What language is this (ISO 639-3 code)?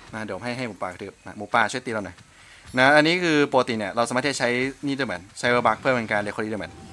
tha